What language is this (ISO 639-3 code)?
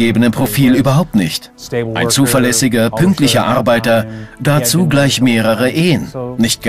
deu